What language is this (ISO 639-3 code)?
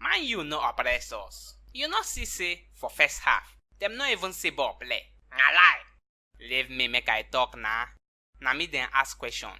pcm